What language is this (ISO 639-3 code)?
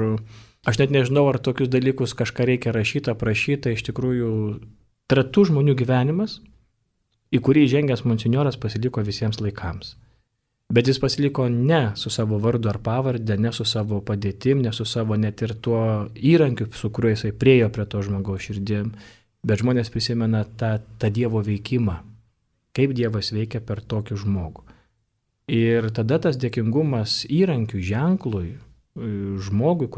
lit